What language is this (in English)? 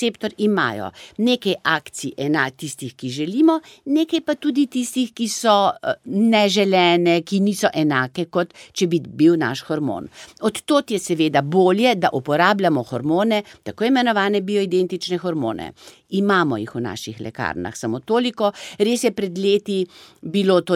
Slovenian